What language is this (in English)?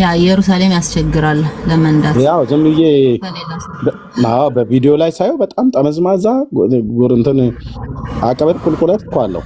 Amharic